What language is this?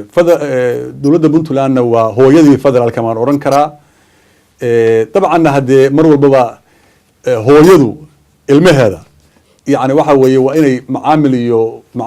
Somali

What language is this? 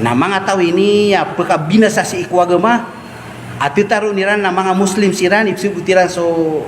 Maranao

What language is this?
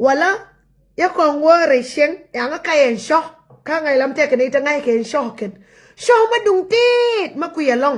Nuer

